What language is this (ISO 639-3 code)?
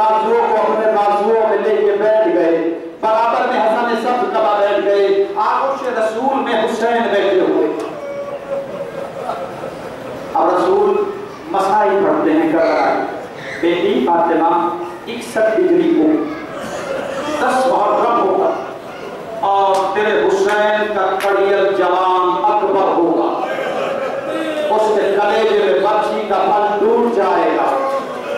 urd